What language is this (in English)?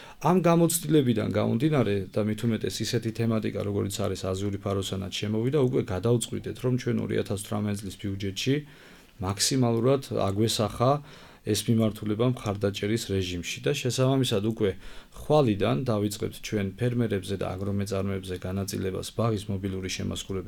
Georgian